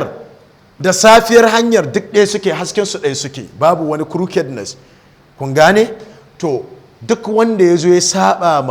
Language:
Hausa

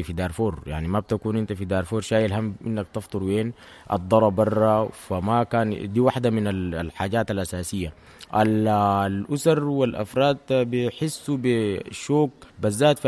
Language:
Sudanese Arabic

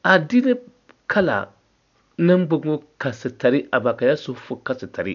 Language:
Dagbani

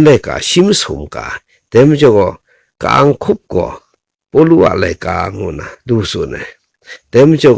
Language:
Kachin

